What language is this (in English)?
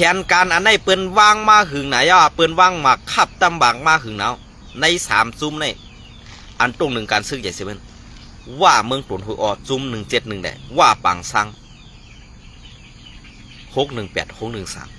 Shan